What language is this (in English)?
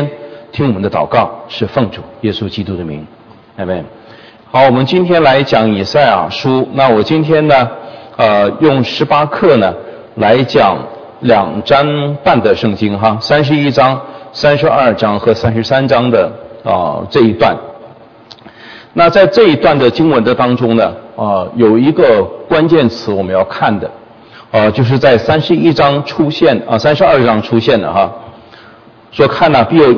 Chinese